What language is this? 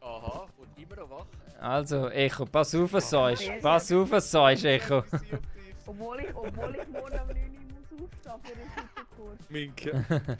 Swiss German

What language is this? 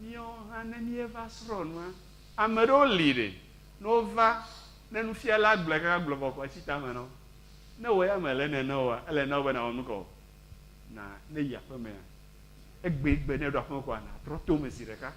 Ewe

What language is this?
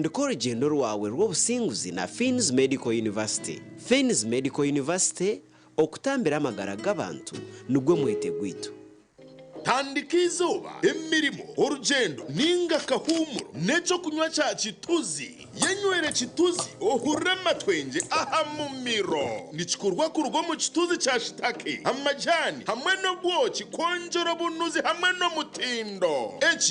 Nyankole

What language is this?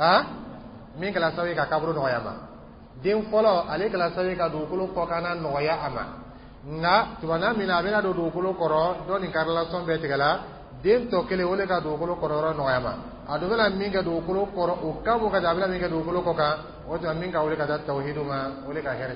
Dyula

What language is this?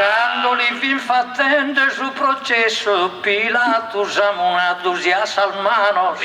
Sardinian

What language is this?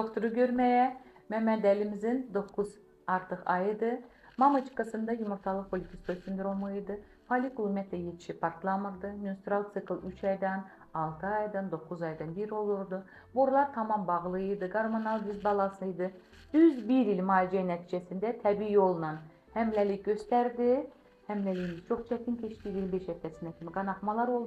Azerbaijani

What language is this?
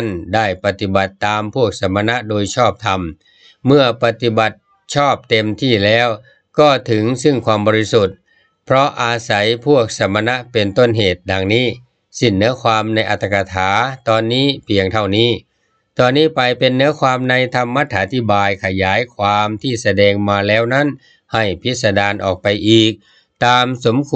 Thai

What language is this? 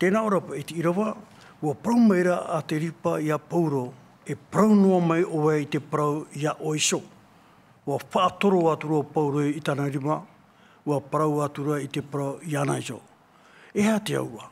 Tahitian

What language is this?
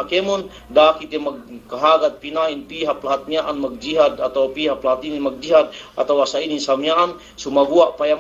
Yakan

